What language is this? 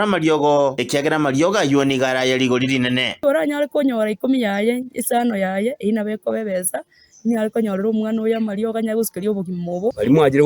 Gusii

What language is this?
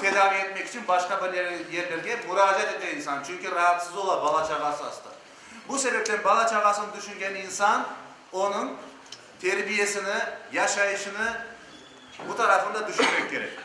Crimean Tatar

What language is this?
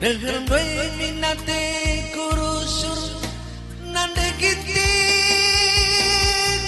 Batak Karo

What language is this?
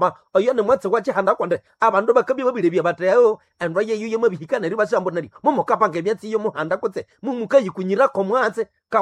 Nande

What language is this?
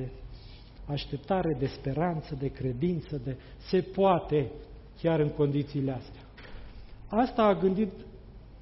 Romanian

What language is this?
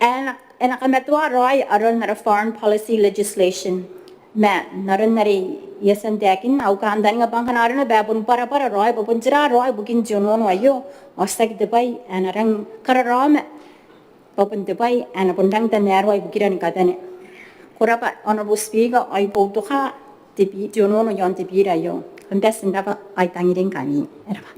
Gilbertese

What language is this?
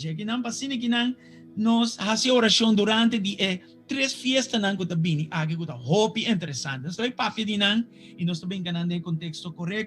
Papiamento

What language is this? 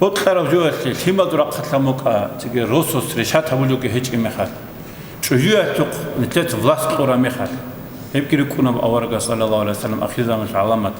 Avaric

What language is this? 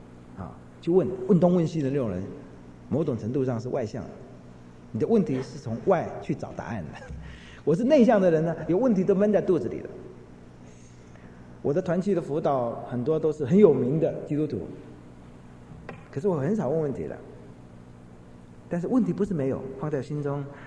Chinese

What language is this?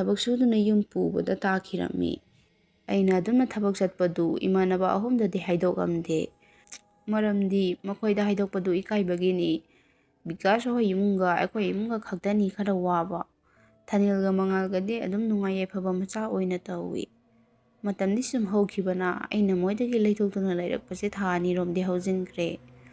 Manipuri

